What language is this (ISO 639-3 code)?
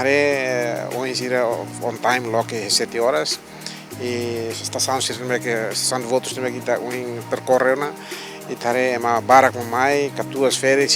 tet